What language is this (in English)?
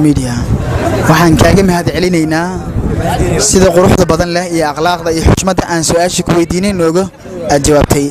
Somali